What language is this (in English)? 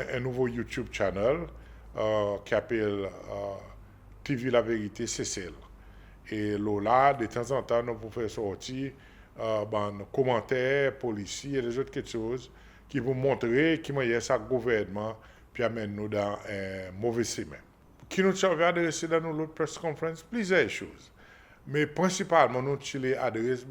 Seselwa Creole French